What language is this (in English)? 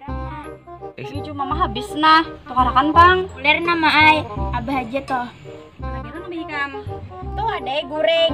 Banjar